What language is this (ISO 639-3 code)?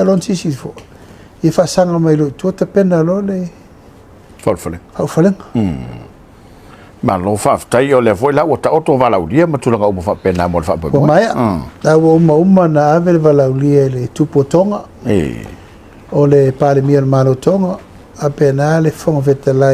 smo